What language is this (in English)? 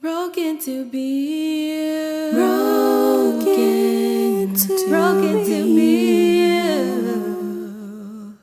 Hmong